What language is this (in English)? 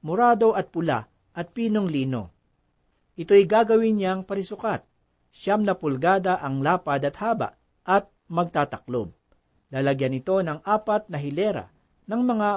Filipino